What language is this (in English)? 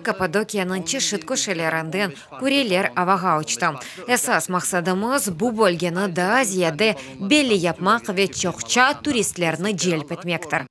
Crimean Tatar